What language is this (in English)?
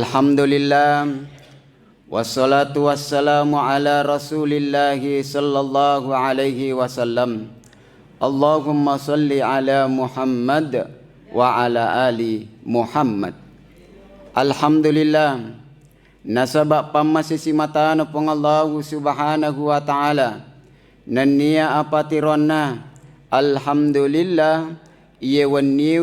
Buginese